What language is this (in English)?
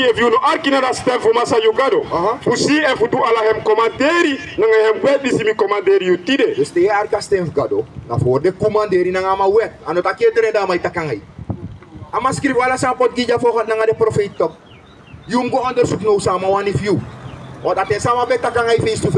Sranan Tongo